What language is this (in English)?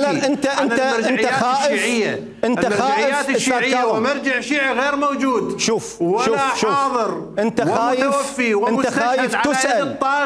Mesopotamian Arabic